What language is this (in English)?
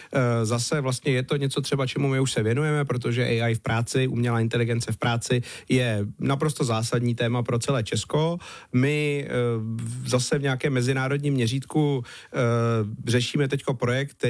Czech